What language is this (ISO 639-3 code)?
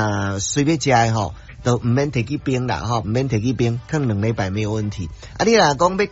nan